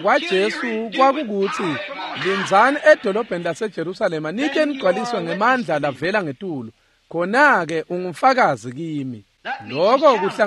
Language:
Swati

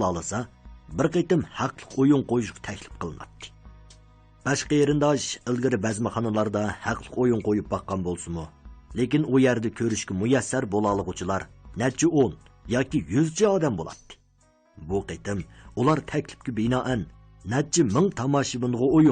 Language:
Uyghur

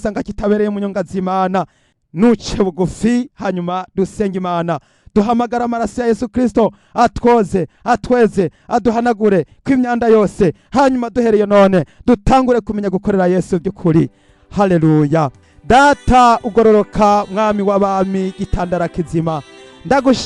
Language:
Rundi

